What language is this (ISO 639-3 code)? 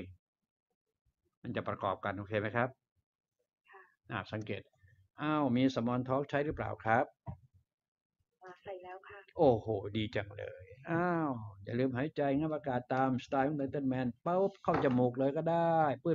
tha